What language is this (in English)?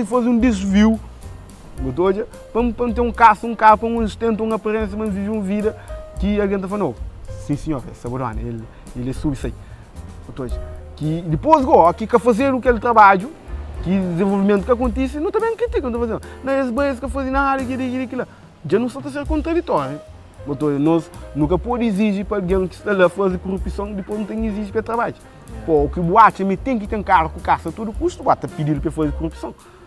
Kabuverdianu